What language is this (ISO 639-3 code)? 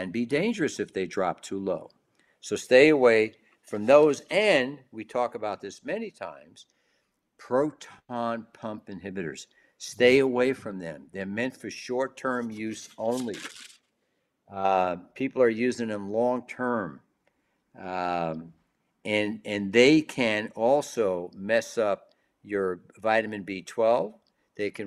eng